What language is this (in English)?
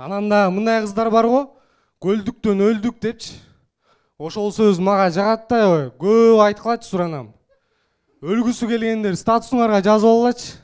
Kyrgyz